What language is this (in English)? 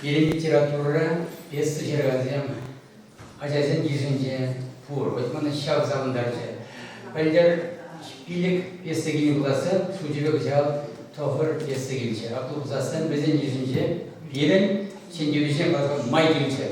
Chuvash